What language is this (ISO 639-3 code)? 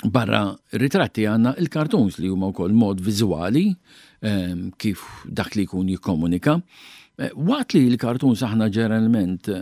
mlt